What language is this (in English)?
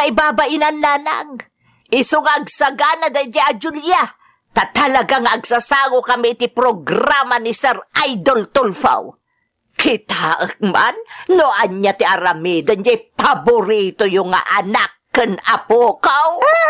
Iloko